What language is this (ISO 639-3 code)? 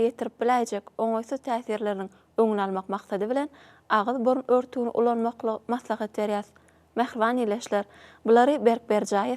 tuk